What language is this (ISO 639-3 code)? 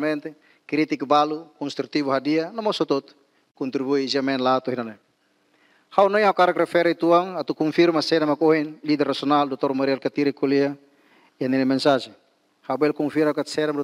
tet